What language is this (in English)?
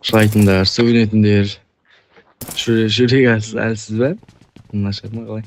Kara-Kalpak